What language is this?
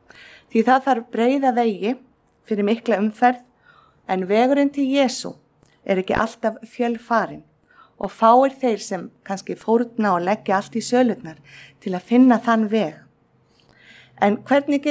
Icelandic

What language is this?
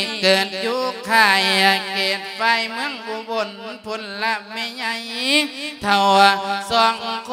Lao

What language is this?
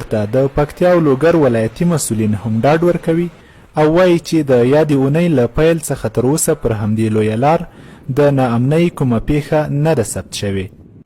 Pashto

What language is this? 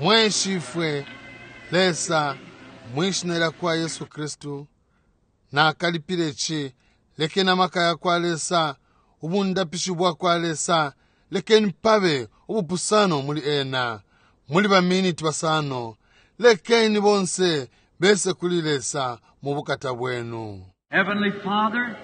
Bemba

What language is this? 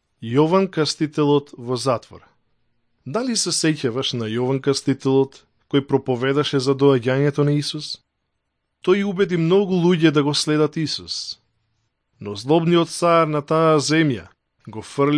Macedonian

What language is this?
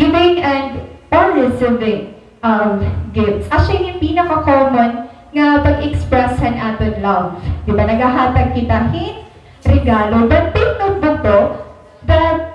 Waray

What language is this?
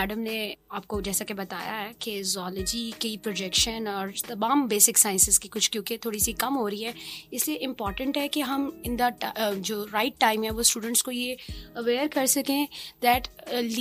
Urdu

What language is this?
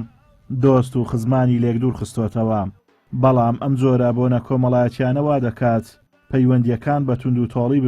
Central Kurdish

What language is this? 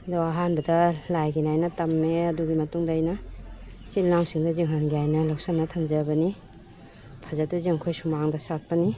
Manipuri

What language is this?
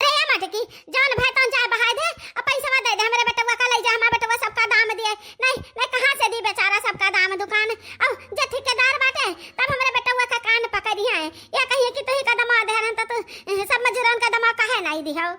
Awadhi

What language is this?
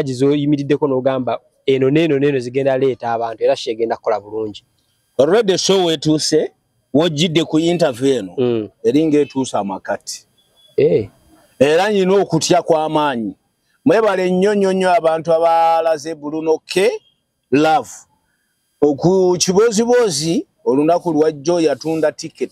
Ganda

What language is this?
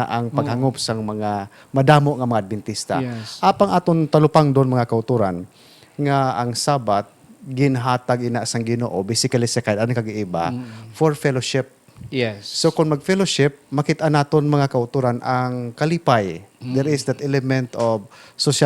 Hiligaynon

